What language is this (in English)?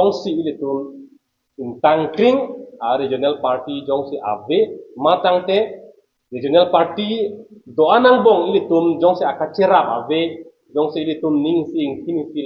Karbi